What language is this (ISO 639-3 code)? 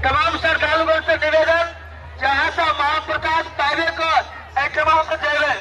mai